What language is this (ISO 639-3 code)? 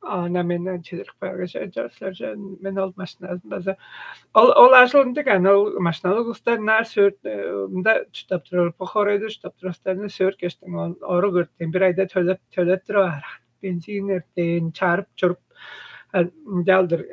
tyv